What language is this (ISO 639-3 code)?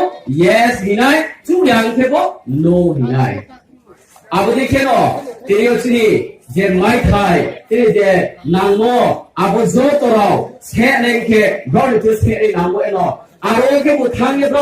ria